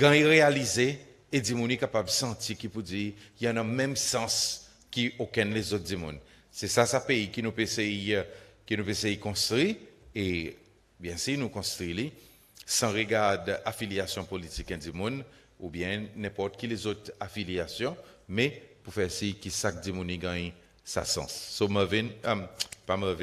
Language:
Seselwa Creole French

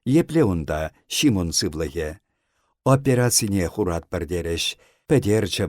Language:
Chuvash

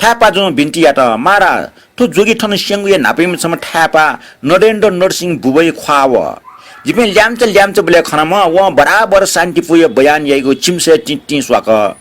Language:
Newari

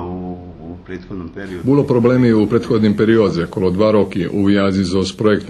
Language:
Rusyn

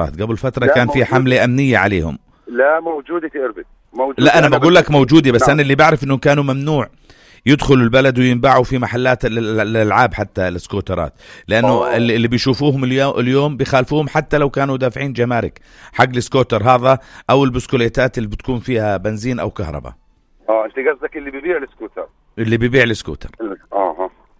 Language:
North Levantine Arabic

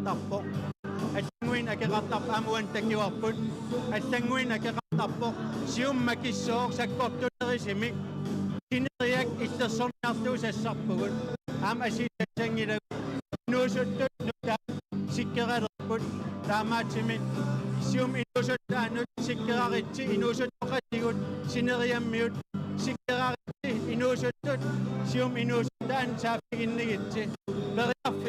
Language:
Kalaallisut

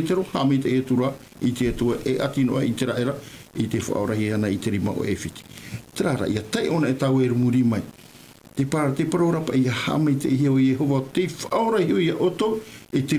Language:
Tahitian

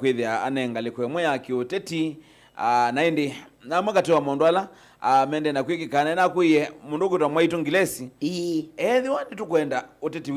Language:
Kamba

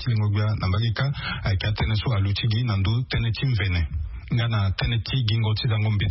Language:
Sango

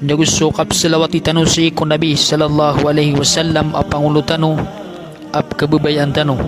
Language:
Maranao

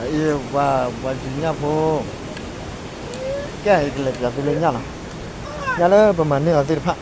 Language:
S'gaw Karen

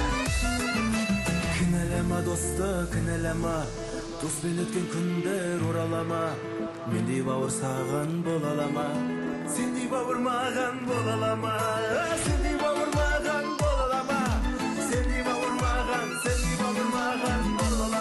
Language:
Kazakh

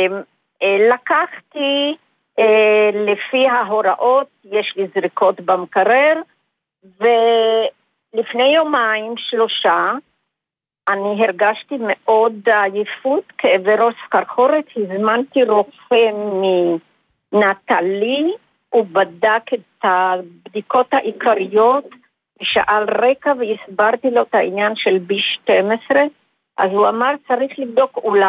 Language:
Hebrew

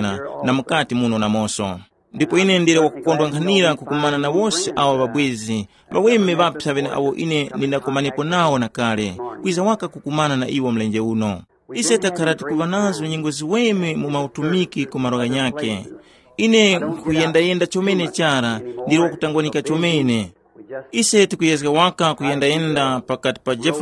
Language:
Tumbuka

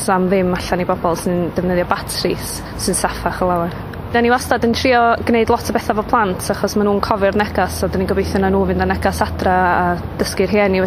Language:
Welsh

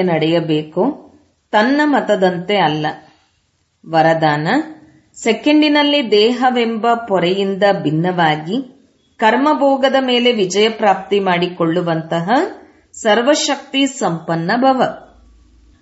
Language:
Kannada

